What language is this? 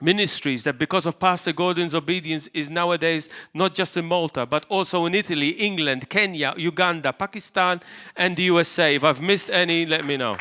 English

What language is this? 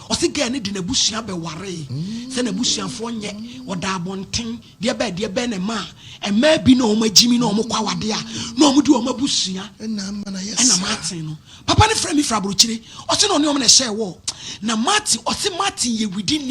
Akan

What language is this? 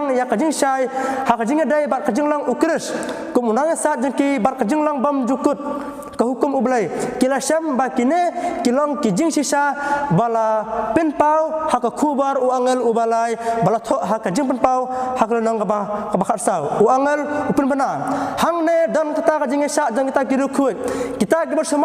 Khasi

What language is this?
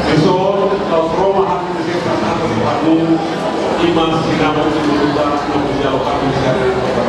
Batak Toba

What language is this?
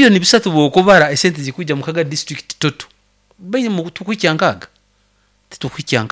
Nyoro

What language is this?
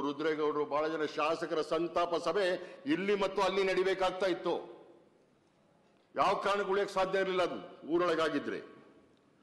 Kannada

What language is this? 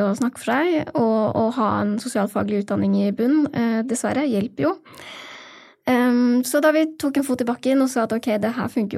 Norwegian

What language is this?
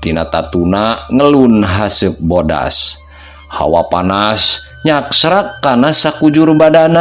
Sundanese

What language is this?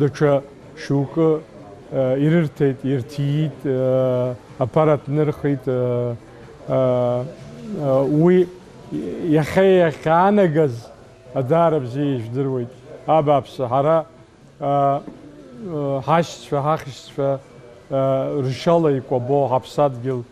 Abkhazian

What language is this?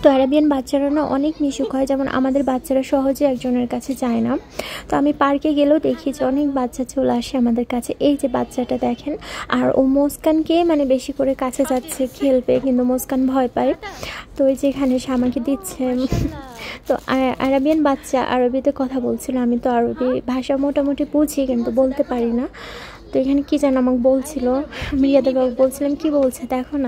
Bangla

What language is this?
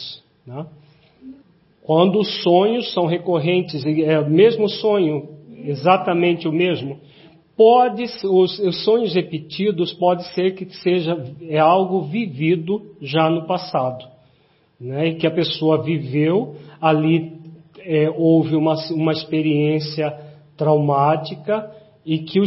Portuguese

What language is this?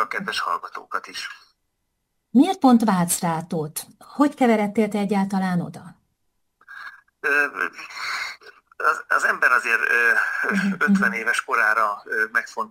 Hungarian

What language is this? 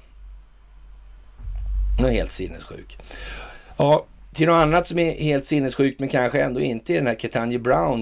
Swedish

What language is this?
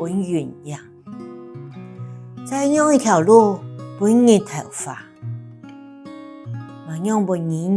Hakka Chinese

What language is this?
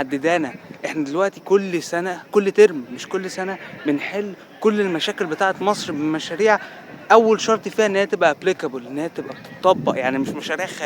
Egyptian Arabic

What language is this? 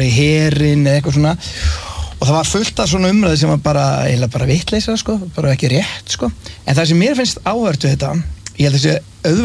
Icelandic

